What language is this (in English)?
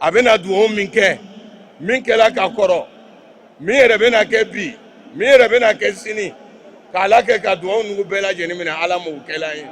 Bambara